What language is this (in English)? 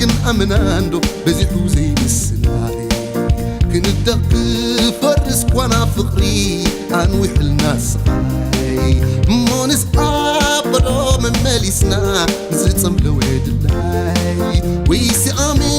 Tigrinya